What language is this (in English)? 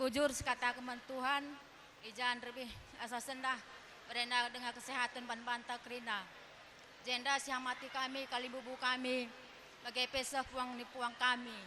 Batak Karo